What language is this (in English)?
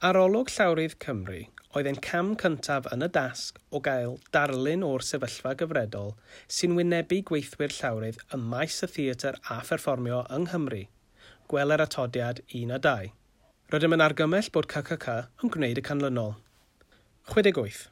Welsh